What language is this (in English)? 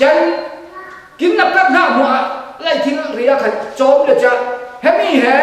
Falam Chin